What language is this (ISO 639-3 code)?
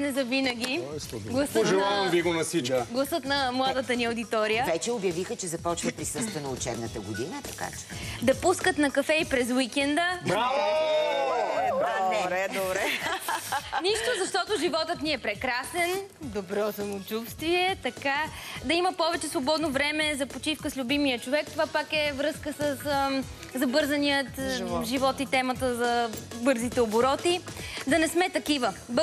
bul